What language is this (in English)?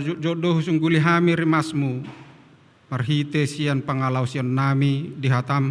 Batak Toba